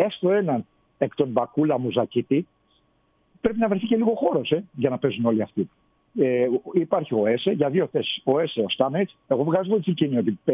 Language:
Greek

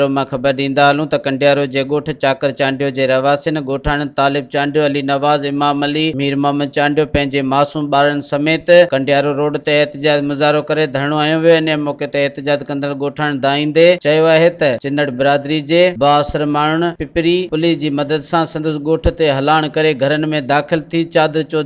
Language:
Sindhi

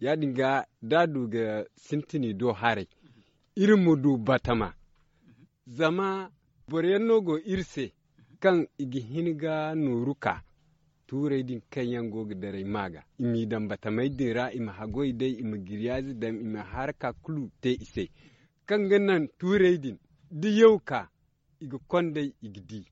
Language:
Zarma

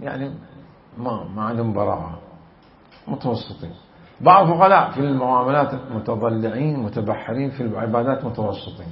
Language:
Mesopotamian Arabic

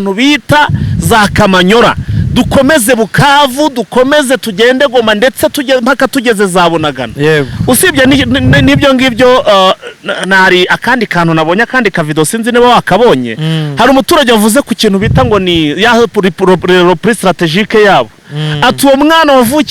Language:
Kinyarwanda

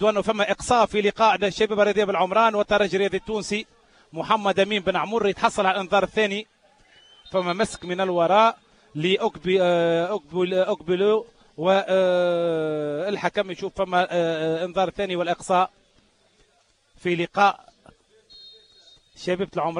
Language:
Tunisian Arabic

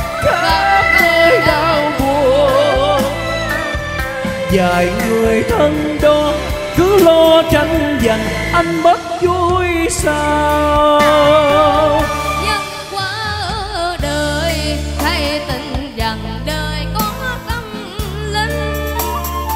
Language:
Vietnamese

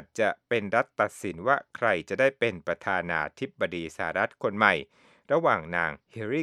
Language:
Thai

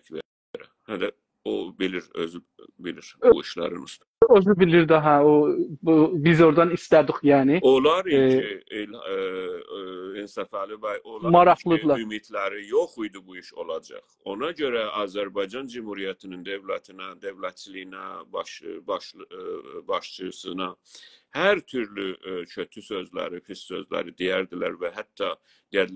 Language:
South Azerbaijani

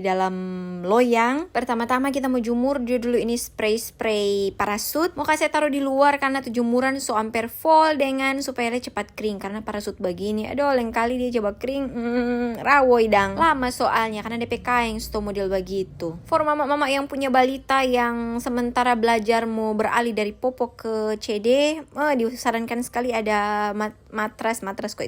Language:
Manado Malay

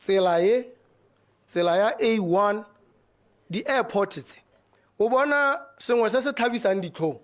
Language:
Tswana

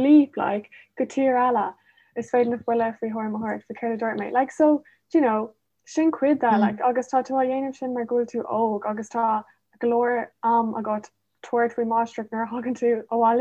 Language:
Irish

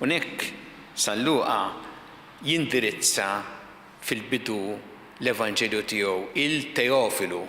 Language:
Maltese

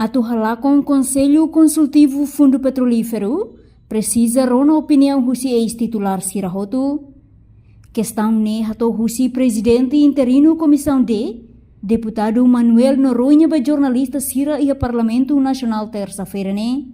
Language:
Tetum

